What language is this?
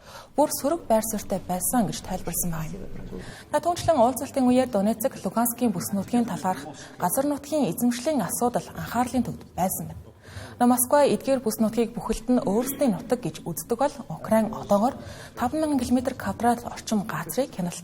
Mongolian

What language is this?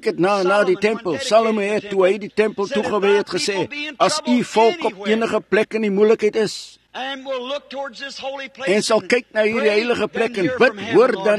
Afrikaans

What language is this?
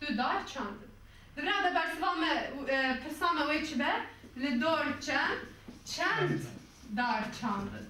Kurdish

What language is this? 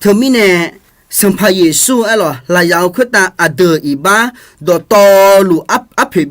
Akha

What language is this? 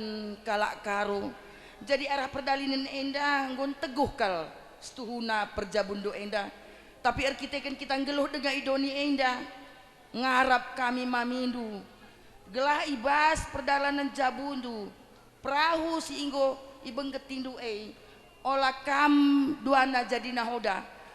Batak Karo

